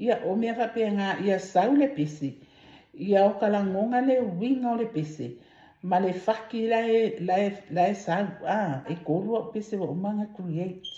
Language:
Samoan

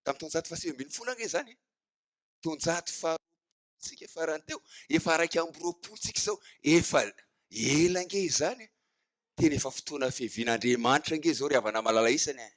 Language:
Malagasy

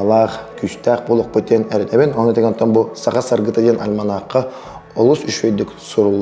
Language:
Yakut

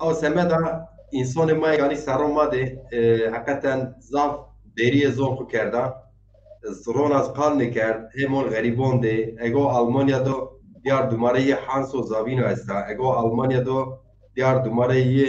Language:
Zaza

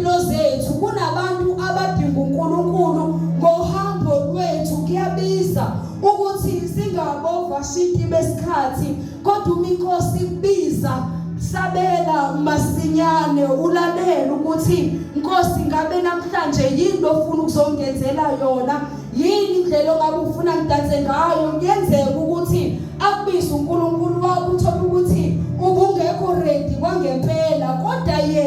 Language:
Zulu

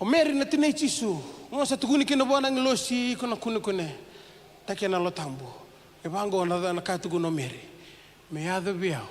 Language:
Fijian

